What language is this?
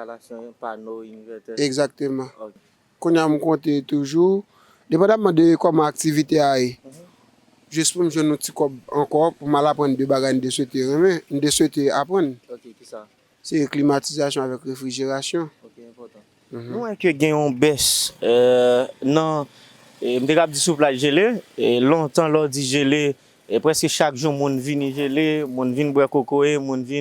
Haitian Creole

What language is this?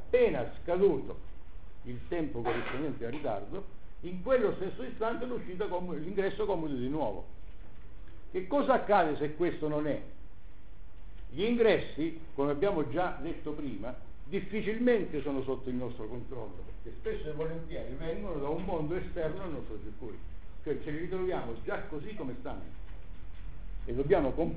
Italian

